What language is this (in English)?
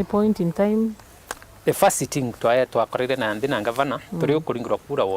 Meru